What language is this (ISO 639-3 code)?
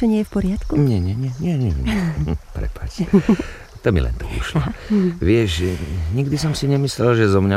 slk